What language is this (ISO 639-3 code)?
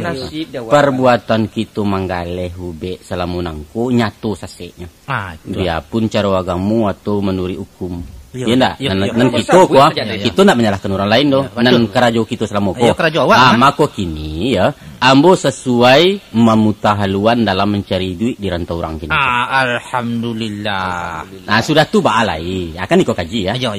min